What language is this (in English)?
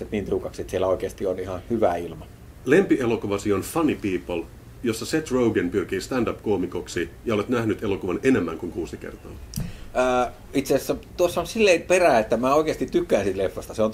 Finnish